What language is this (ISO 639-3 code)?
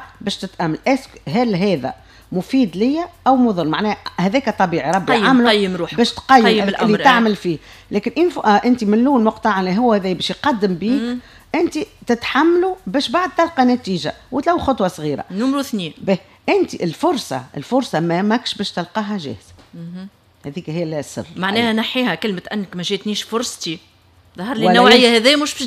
aeb